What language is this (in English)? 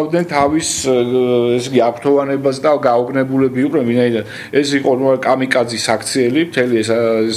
Georgian